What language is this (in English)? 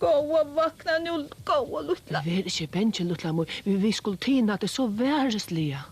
Faroese